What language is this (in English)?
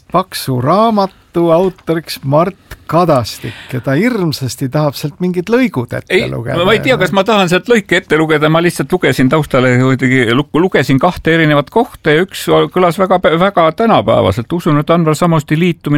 Estonian